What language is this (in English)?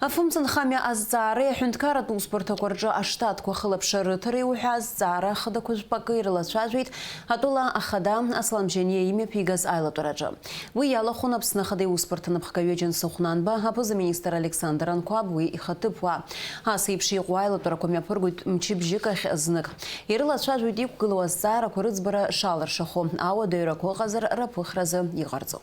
Abkhazian